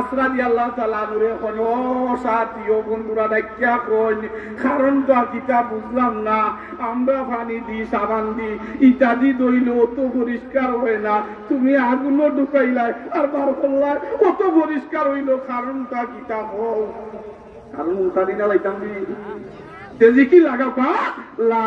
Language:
Sylheti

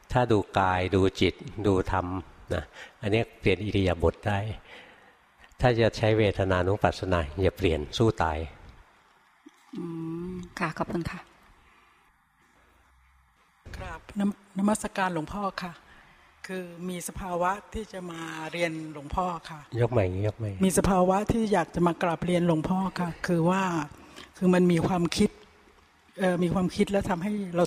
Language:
Thai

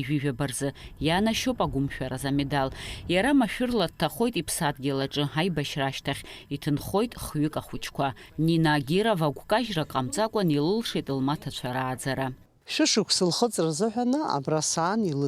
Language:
Abkhazian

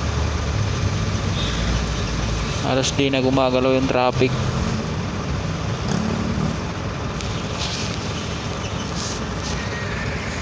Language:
Filipino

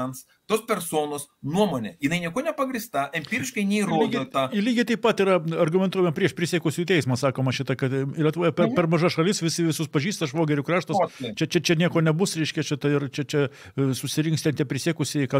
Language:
Lithuanian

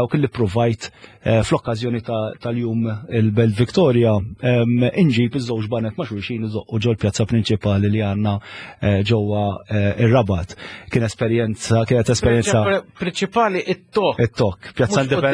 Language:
Maltese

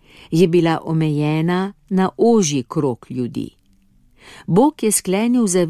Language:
Slovenian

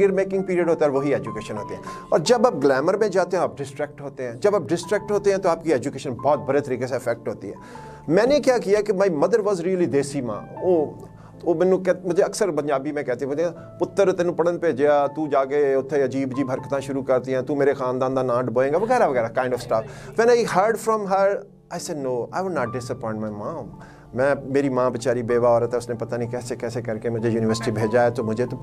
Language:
Urdu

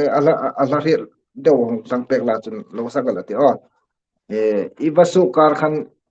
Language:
Hmar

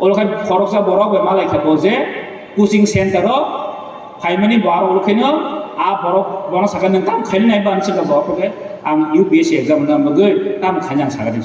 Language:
Kok Borok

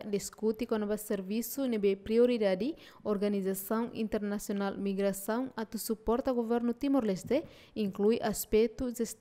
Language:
Tetum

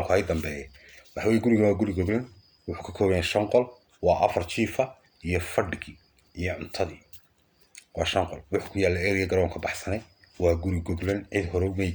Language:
Somali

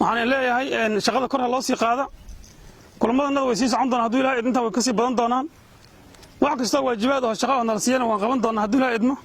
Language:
Somali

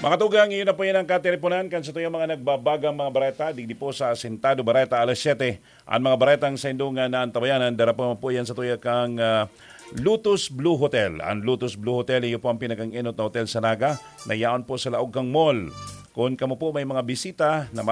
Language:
Bikol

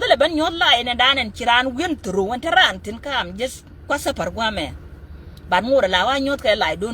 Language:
Nuer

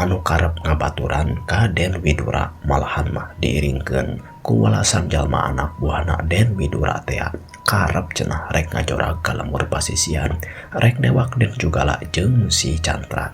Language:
Sundanese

